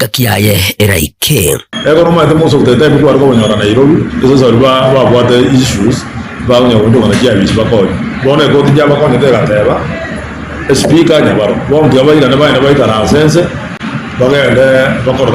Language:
Gusii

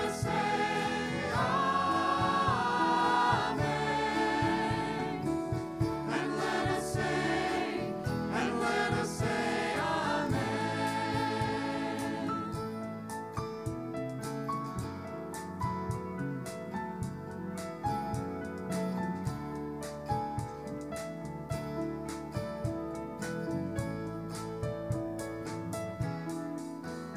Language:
English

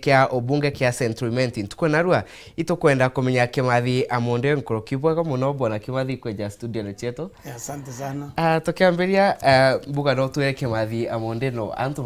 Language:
Meru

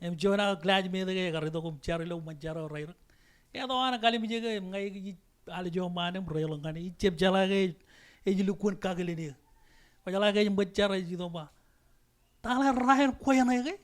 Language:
Marshallese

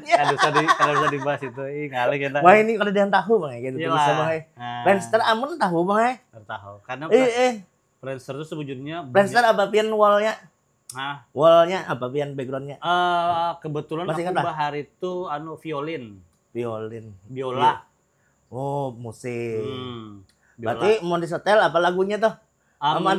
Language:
Banjar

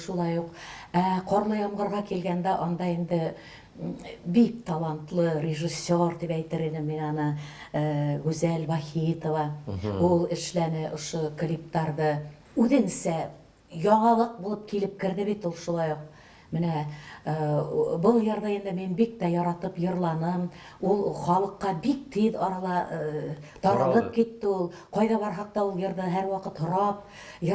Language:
Bashkir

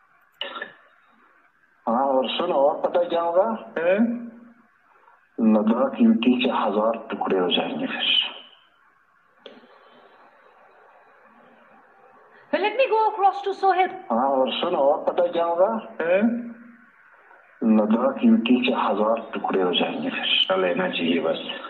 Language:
Hindi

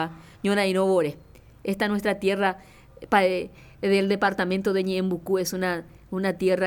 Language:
Guarani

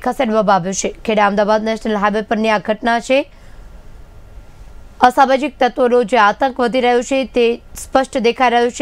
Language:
Gujarati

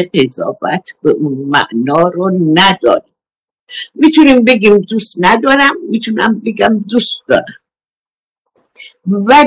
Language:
Persian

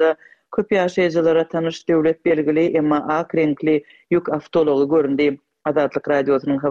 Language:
Turkmen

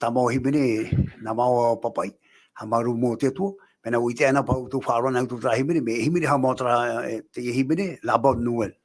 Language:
Tahitian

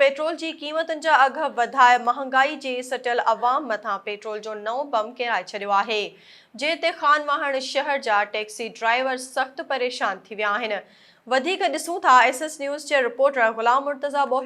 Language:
Sindhi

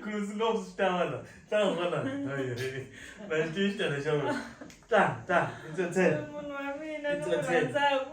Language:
Tsonga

